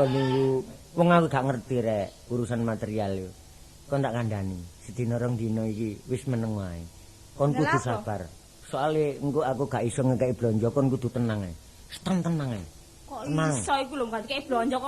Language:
Javanese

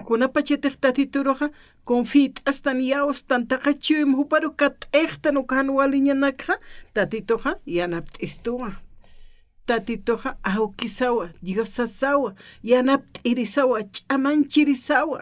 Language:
Aymara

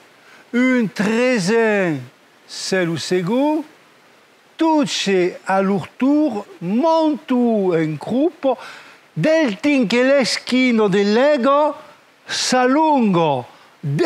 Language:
Occitan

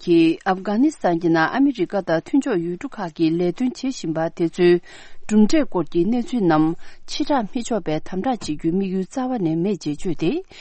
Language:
Tibetan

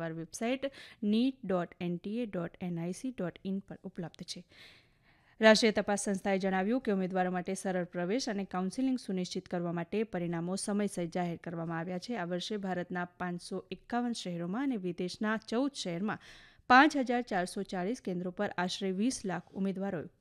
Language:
Gujarati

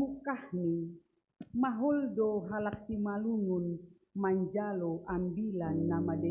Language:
Batak Simalungun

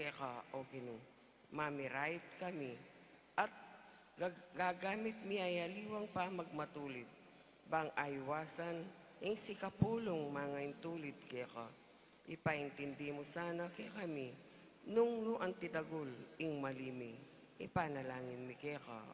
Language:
Pampanga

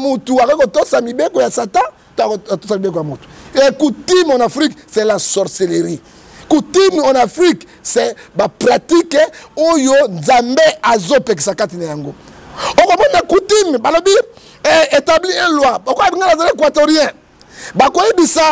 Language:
Lingala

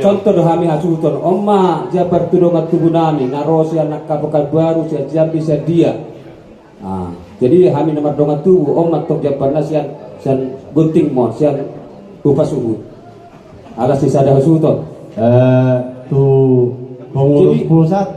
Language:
Batak Toba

